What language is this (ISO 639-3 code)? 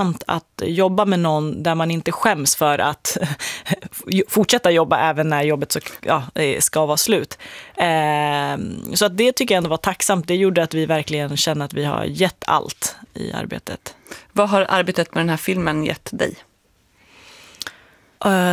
swe